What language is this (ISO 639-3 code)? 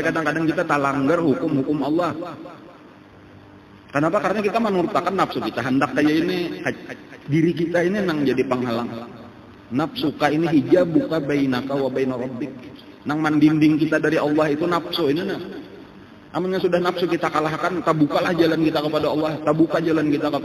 bjn